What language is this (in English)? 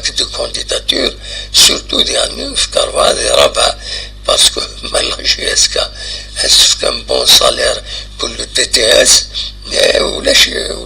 Kabyle